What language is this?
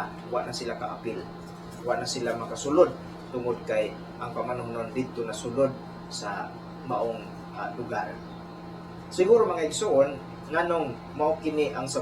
Cebuano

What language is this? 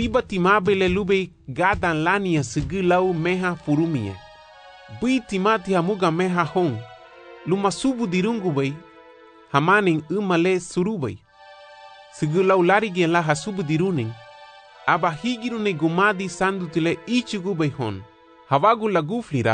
Garifuna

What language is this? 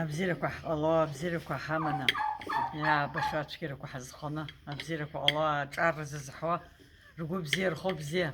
Abkhazian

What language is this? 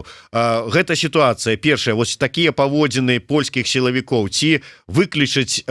Belarusian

